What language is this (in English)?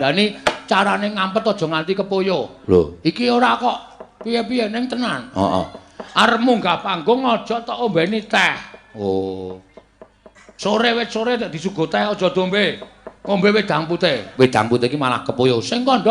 Javanese